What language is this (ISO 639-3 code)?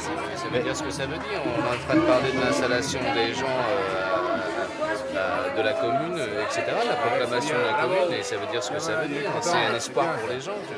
fra